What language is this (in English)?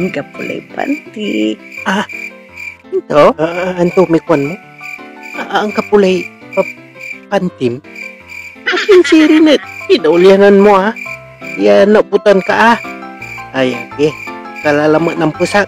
Pangasinan